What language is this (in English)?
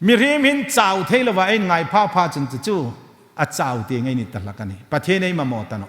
Hmar